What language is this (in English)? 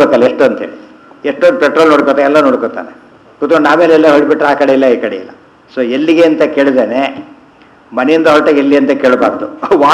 Kannada